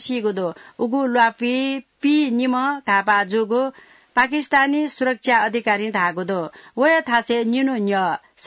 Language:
Newari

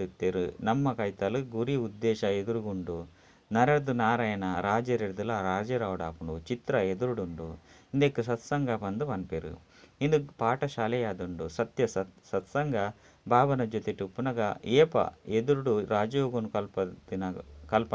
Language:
Tulu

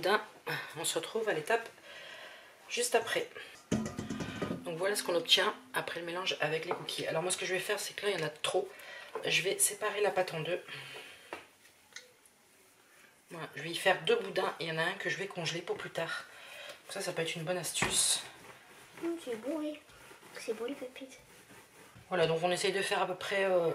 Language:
French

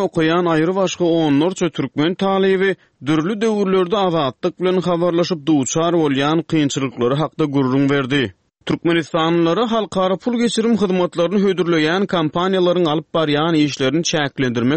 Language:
Turkmen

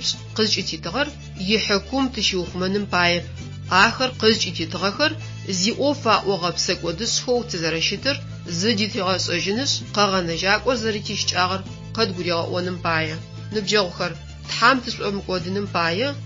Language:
Adyghe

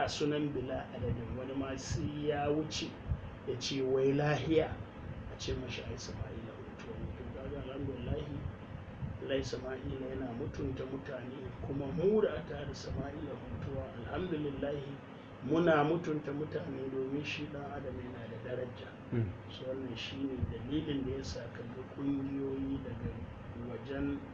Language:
Hausa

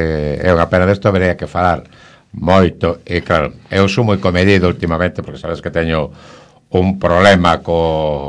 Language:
Galician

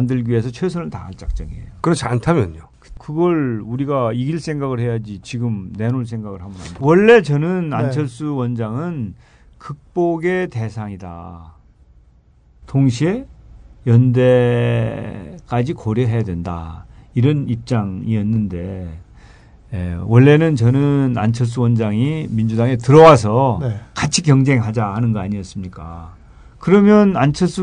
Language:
Korean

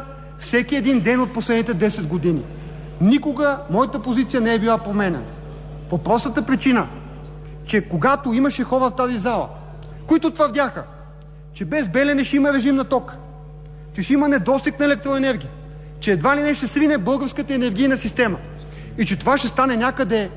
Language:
Bulgarian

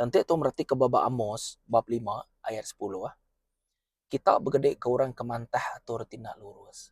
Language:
Iban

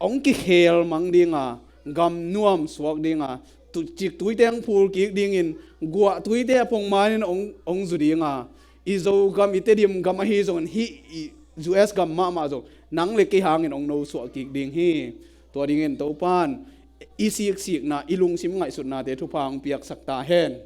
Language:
Tedim Chin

